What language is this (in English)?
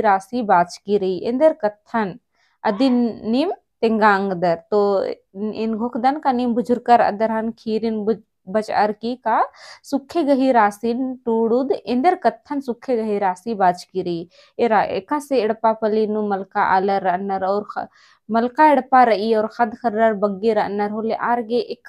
Kurukh